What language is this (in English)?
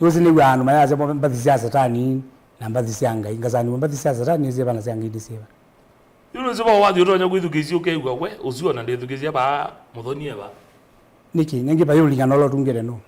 Kamba